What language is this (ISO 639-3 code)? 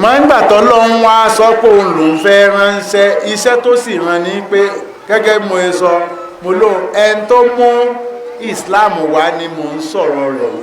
yor